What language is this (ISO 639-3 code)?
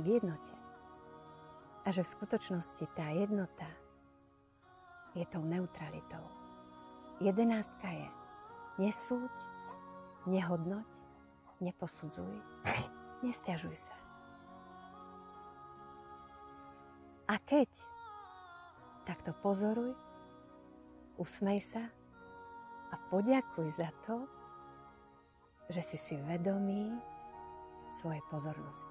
slk